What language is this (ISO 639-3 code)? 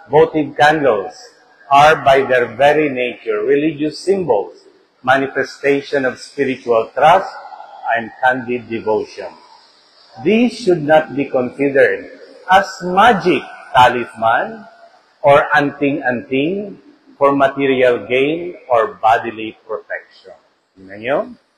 fil